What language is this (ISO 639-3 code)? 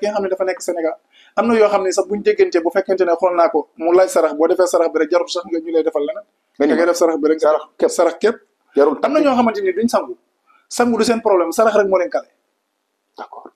wol